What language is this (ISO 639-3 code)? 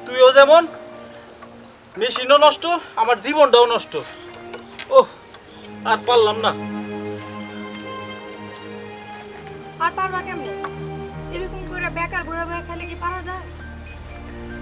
ben